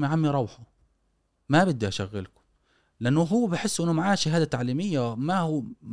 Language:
Gulf Arabic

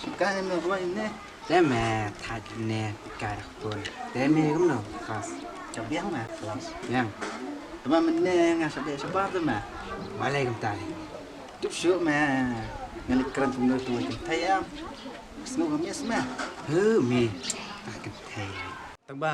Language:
Khasi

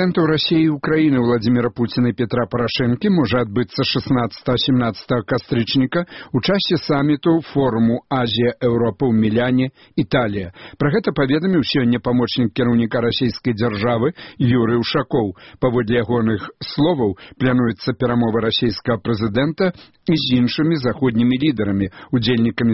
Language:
Belarusian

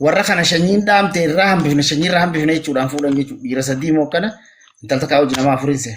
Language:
Oromo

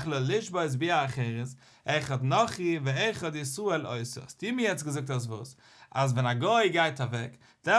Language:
Yiddish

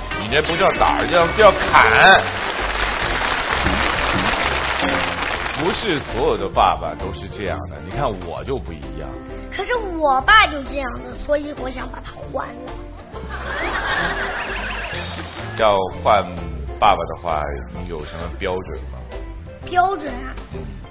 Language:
Chinese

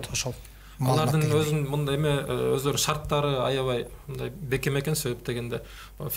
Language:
Kyrgyz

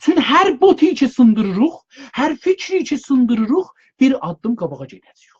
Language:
South Azerbaijani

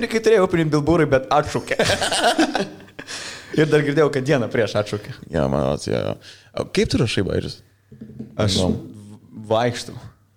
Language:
Lithuanian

